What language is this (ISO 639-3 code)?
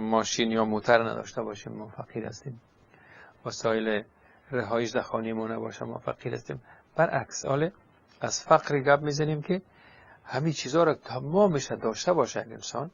fas